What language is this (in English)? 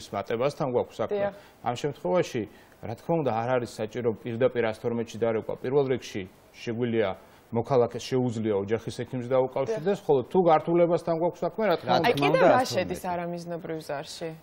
Georgian